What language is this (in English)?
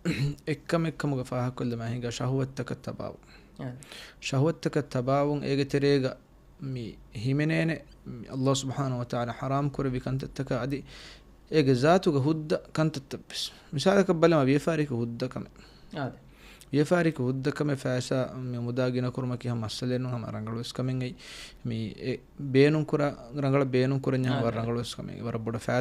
Divehi